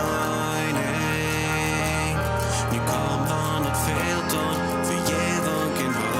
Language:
Plautdietsch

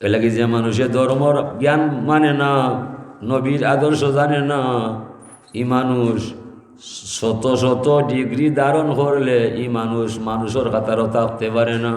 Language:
Sylheti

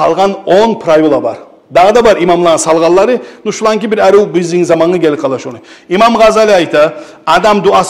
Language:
Kumyk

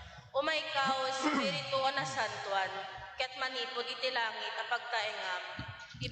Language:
Iloko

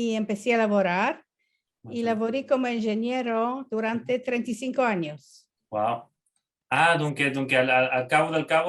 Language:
Ladino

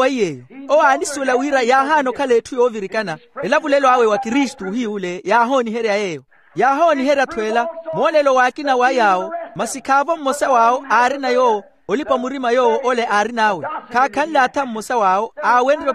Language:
Makhuwa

